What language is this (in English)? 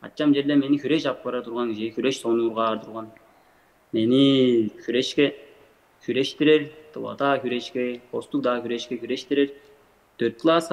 Tuvinian